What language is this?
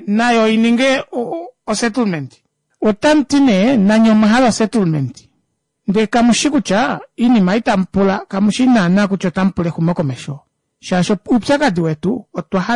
Kuanyama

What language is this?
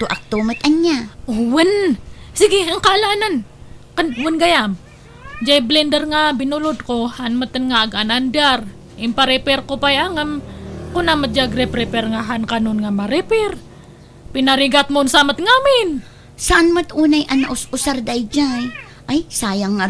Iloko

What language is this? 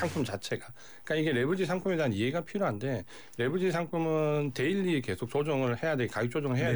Korean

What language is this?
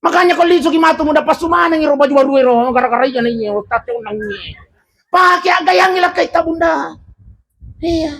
Buginese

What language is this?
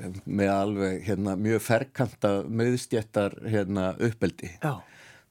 Icelandic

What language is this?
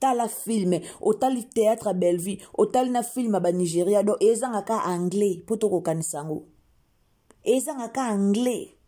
Lingala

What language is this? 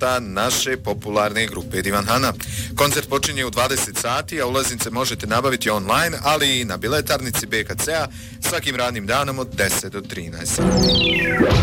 Bosnian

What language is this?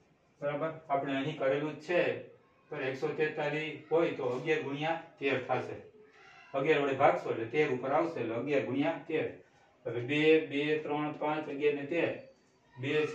Gujarati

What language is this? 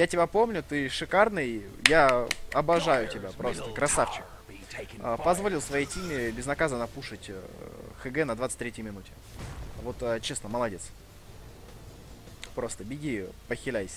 Russian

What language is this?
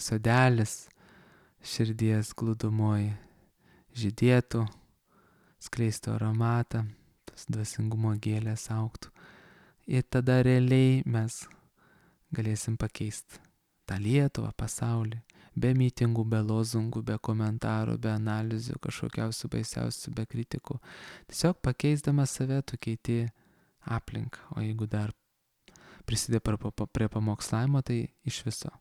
Lithuanian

